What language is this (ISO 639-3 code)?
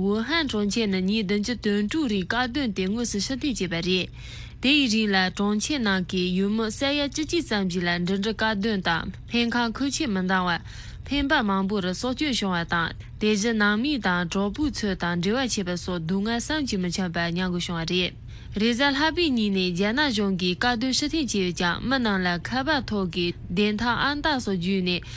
bod